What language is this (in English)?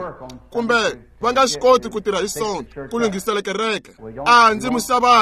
Tsonga